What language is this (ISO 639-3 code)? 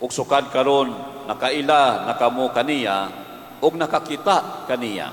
ceb